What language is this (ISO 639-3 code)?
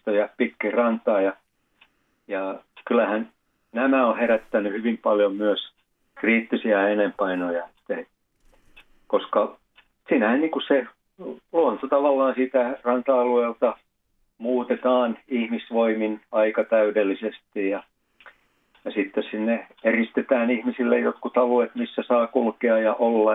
fin